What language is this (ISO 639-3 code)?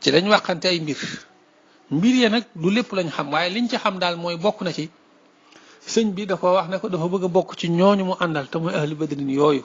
wol